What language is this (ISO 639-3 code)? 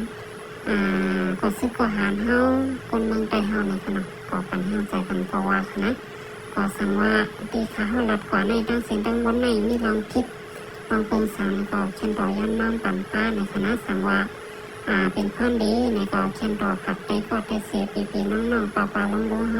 shn